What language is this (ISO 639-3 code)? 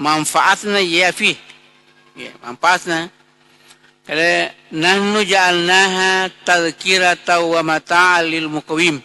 bug